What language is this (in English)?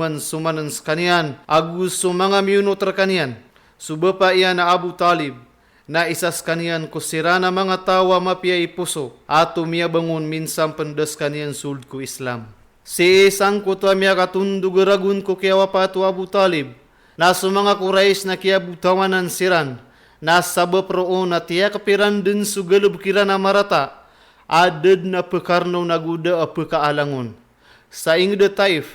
Maranao